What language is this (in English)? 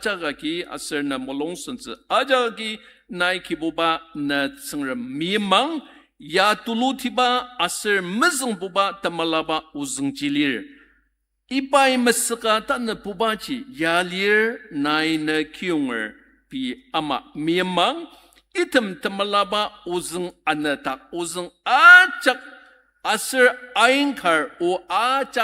Ao Naga